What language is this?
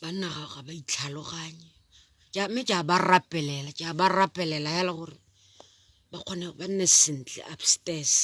Tswana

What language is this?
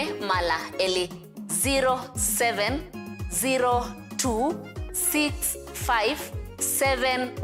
Kamba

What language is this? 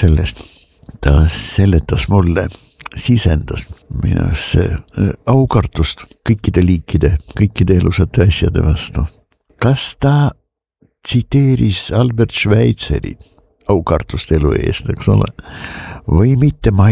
Estonian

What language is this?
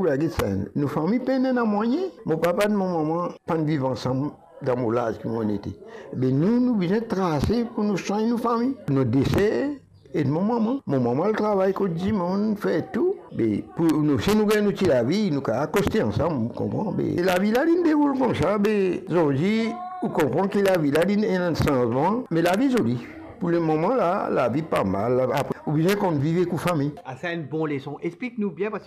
Morisyen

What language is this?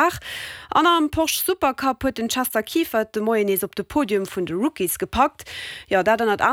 Luxembourgish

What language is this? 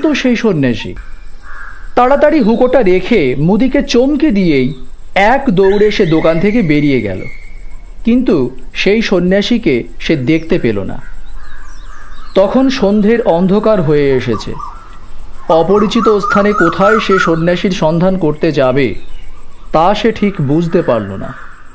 Bangla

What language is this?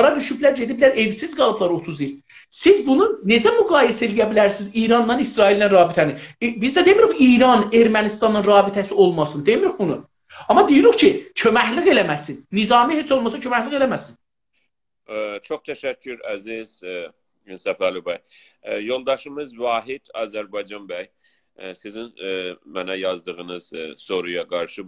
South Azerbaijani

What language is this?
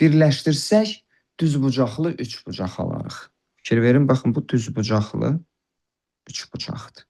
Azerbaijani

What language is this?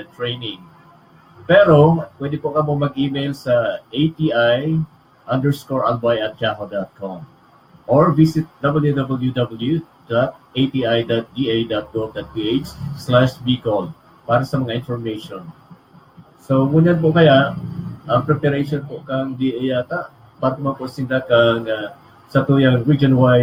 Bikol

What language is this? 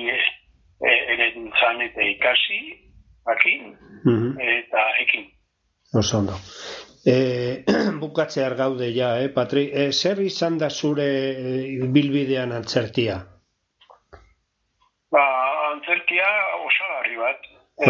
Basque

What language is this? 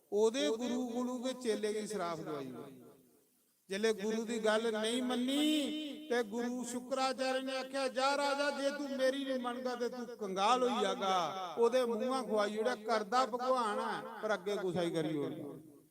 Dogri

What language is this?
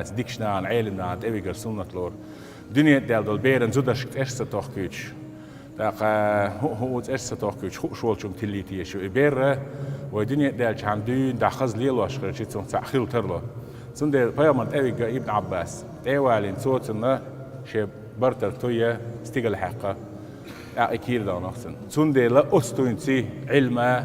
Chechen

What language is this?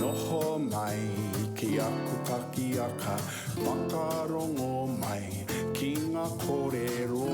Māori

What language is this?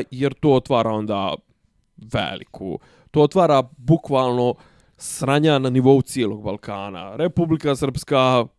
Bosnian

